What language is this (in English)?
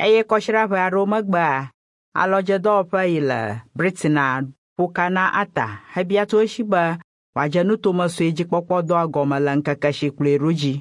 Ewe